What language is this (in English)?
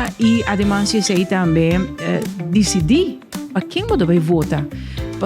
Papiamento